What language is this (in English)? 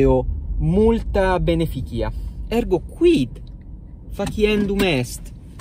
Latin